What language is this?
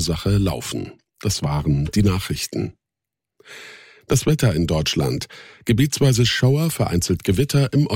German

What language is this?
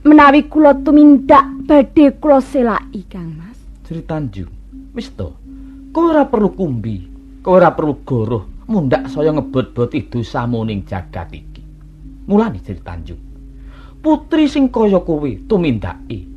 Javanese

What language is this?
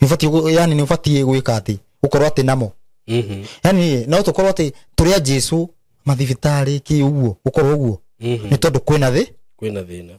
Kikuyu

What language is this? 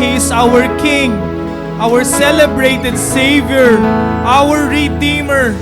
Waray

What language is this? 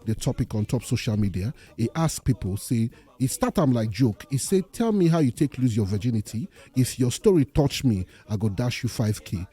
Nigerian Pidgin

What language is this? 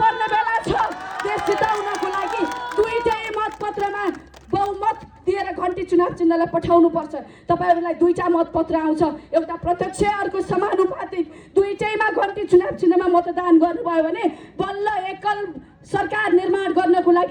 Nepali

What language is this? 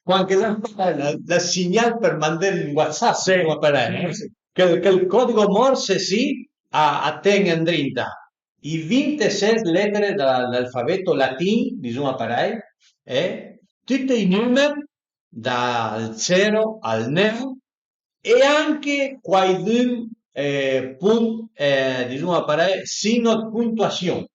Piedmontese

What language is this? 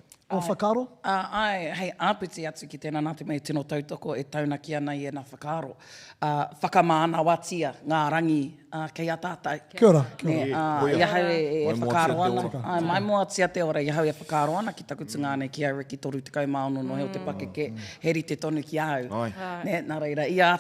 Māori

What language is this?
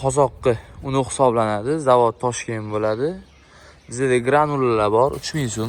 Uzbek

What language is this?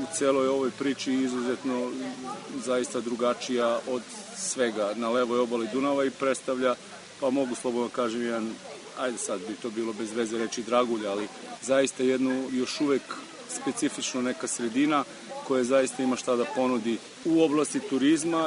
Serbian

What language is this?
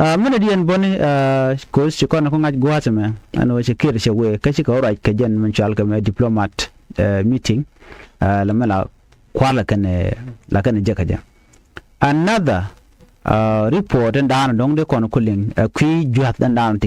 Nuer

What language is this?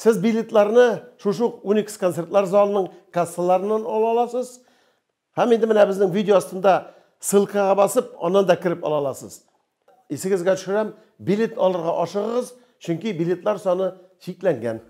Tatar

